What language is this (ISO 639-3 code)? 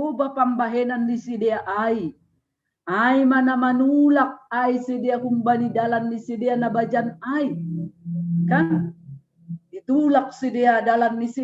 bts